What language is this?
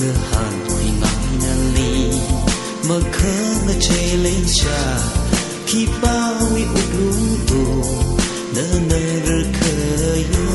Tangkhul Naga (India)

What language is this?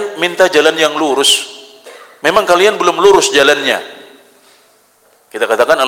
Indonesian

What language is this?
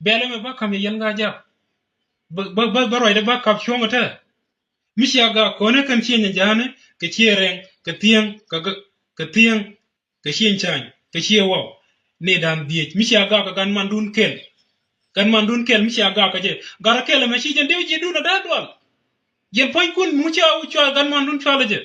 Nuer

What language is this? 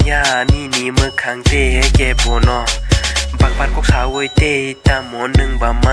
Kok Borok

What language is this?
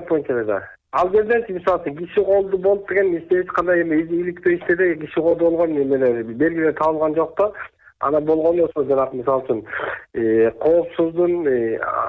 Kyrgyz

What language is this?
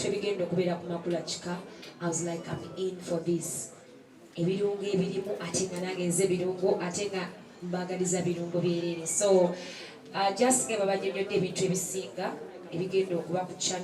Ganda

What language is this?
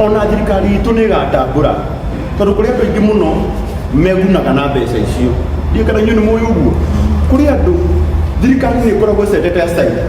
Kikuyu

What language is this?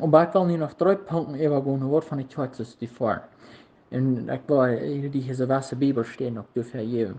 Plautdietsch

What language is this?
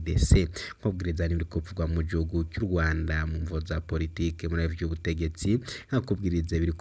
Rundi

